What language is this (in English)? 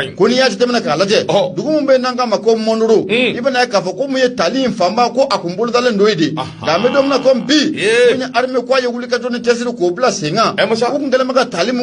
Bambara